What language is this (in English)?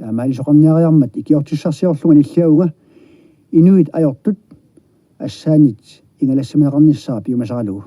Kalaallisut